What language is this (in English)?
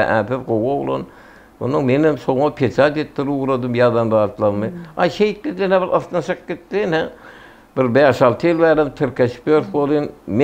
Turkmen